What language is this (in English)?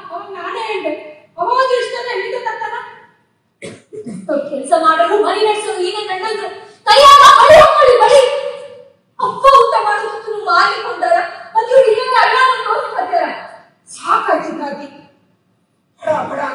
Kannada